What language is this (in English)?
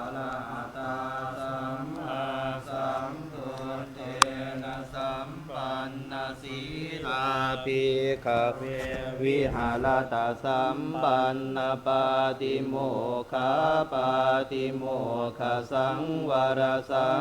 Pali